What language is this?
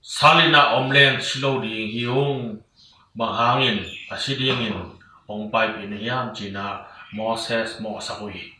Tedim Chin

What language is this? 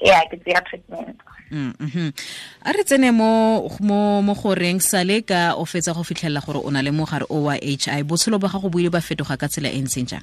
Tswana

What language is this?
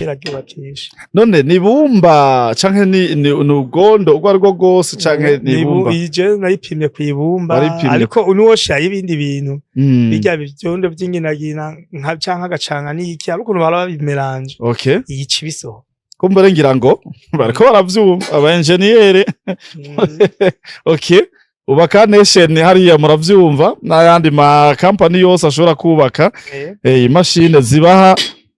Rundi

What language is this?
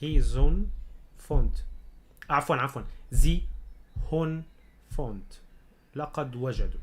North Levantine Arabic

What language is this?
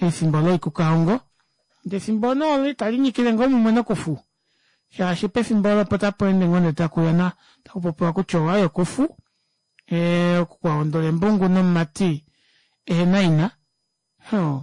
Kuanyama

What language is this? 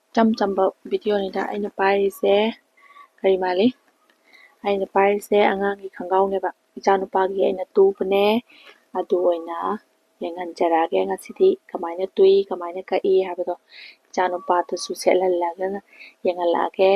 Manipuri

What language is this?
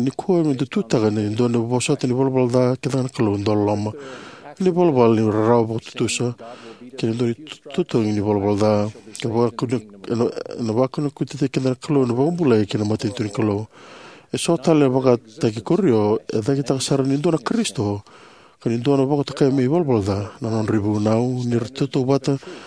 Fijian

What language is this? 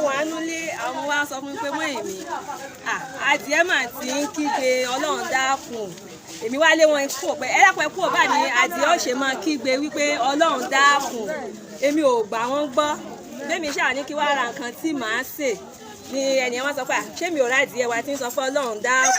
Yoruba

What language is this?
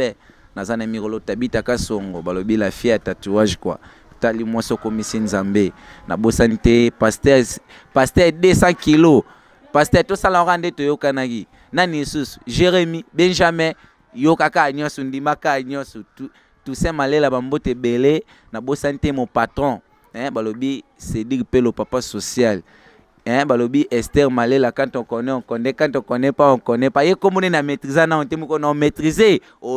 Lingala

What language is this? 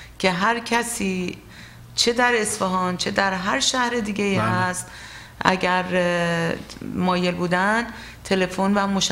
Persian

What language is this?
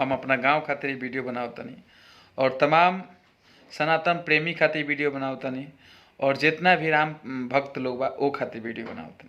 Bhojpuri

